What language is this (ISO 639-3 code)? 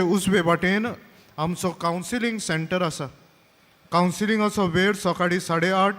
kok